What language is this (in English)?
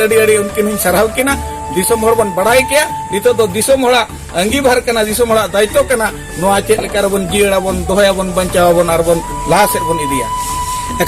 Santali